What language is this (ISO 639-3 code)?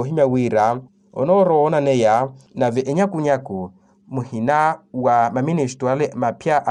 vmw